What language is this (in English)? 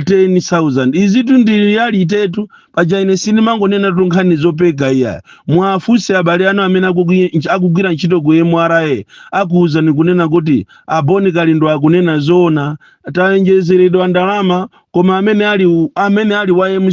Nyanja